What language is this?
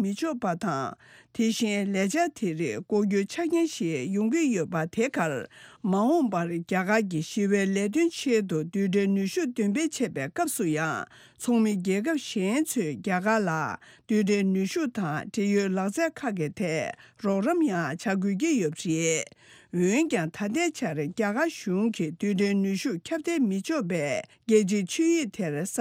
Tibetan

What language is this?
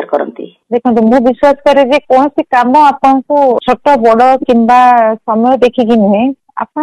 Odia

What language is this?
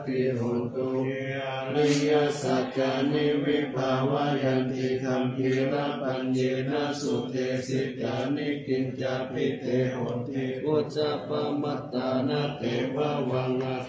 Pali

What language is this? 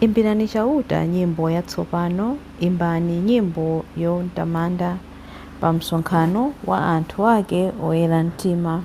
Nyanja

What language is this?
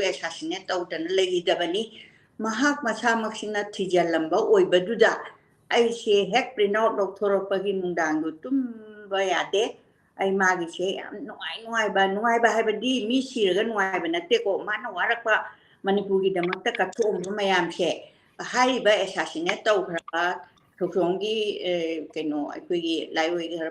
Manipuri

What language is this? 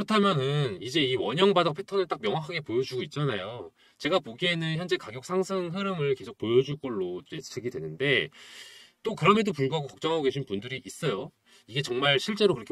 Korean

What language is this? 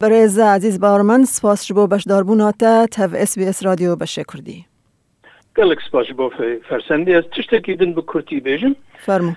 Kurdish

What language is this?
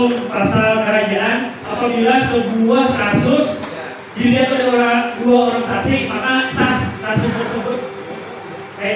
Banjar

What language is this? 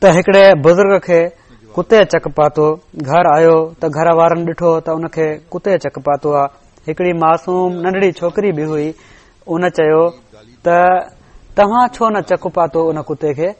Sindhi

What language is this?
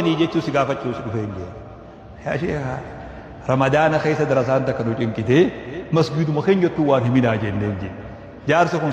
Oromo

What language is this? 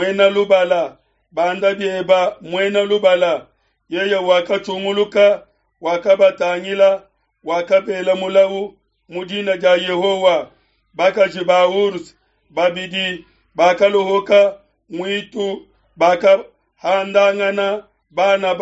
Luba-Lulua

